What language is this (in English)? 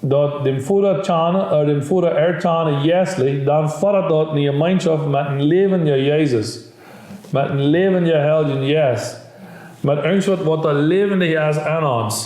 Plautdietsch